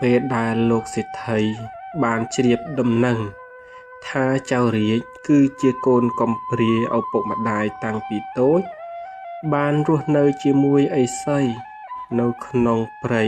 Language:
Khmer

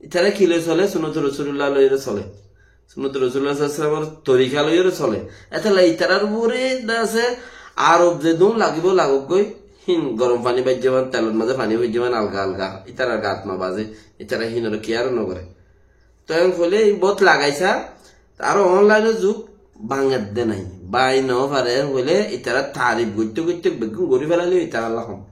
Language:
Rohingya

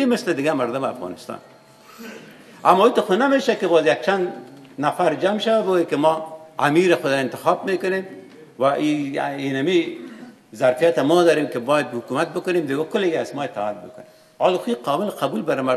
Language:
Persian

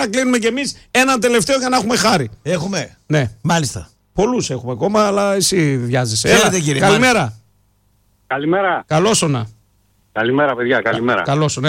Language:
Greek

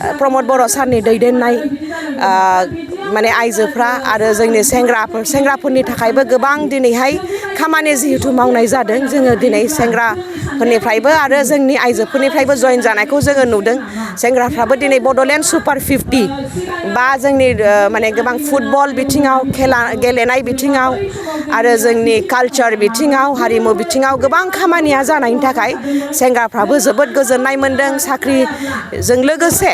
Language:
Bodo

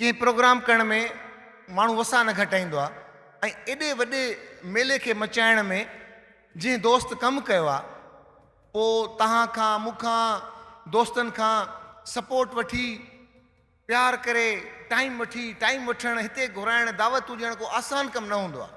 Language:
Sindhi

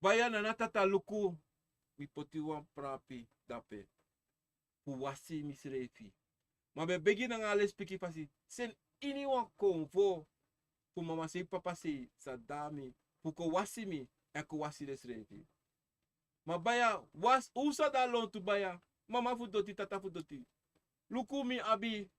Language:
Sranan Tongo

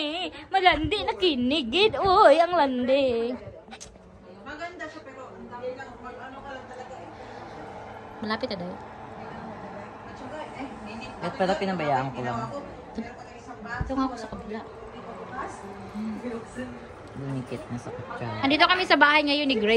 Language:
Filipino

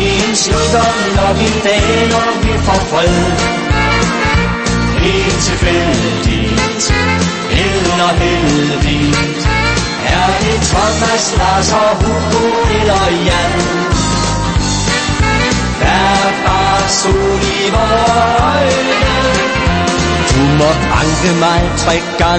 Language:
Danish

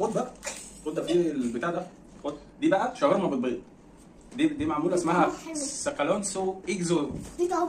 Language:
Egyptian Arabic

